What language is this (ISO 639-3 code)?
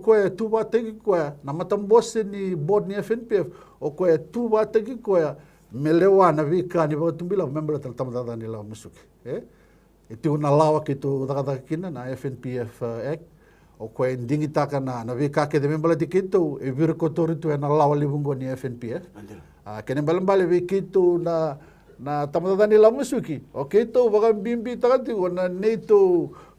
fij